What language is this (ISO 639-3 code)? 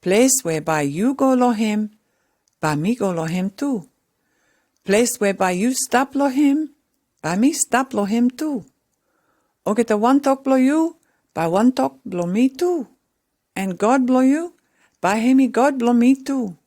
pis